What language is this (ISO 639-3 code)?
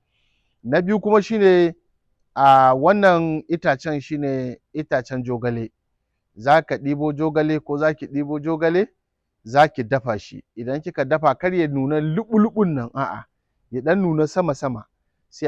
hau